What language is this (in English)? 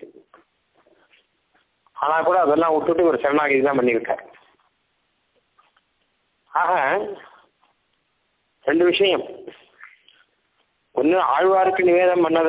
Tamil